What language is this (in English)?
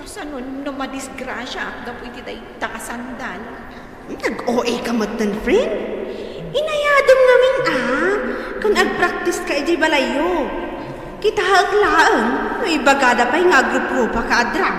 Iloko